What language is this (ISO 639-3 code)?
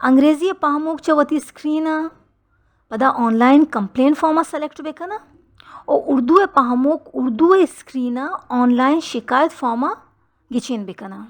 bal